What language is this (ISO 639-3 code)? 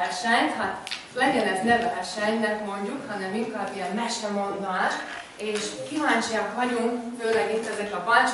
hun